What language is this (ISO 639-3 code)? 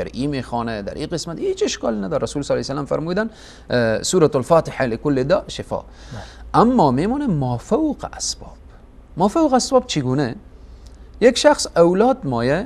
fas